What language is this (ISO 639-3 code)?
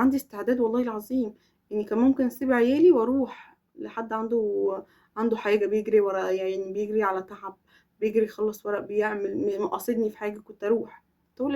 arz